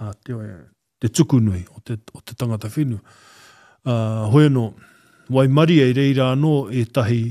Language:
Māori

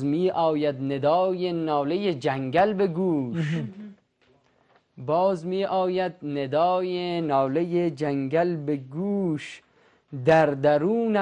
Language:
Persian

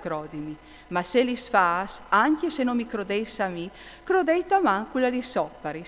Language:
Friulian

